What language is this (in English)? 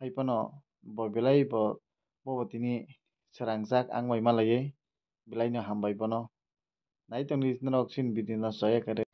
Kok Borok